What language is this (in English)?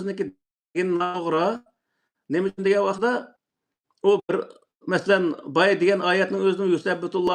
Uyghur